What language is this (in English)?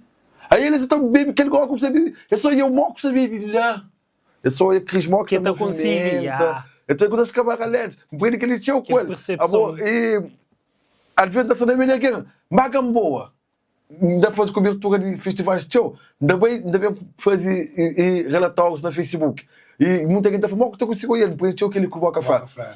Kabuverdianu